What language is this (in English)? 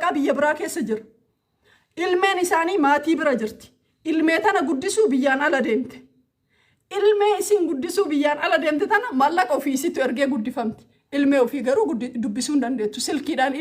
Oromo